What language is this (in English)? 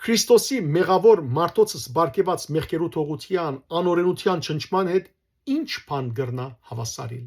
Western Armenian